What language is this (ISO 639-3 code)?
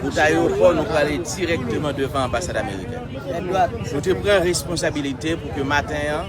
hat